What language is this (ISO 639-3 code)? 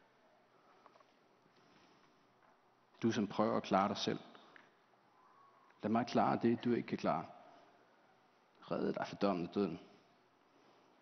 dan